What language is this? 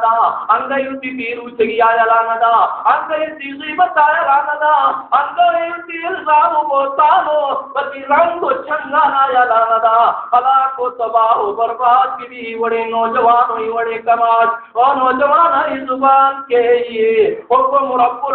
Baluchi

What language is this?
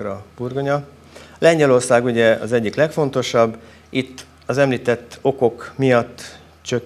Hungarian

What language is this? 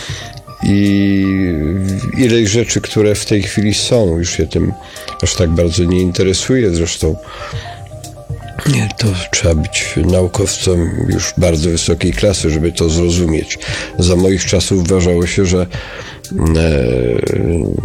Polish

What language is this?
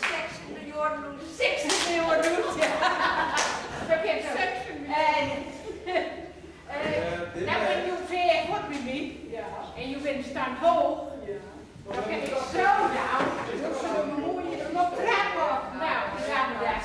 Gronings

